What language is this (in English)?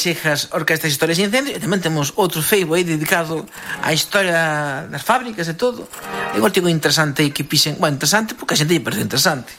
Galician